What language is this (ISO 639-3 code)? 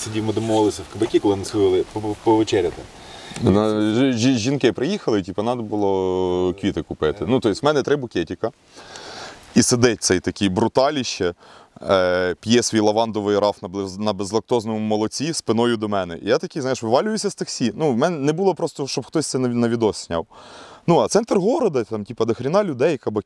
ukr